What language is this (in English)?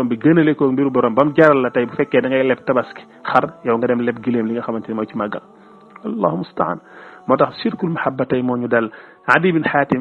Wolof